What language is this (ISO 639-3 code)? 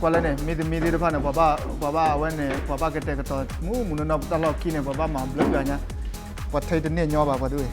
ksw